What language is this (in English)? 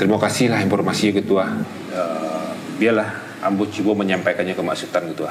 Minangkabau